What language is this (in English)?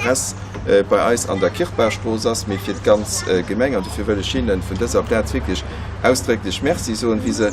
Luxembourgish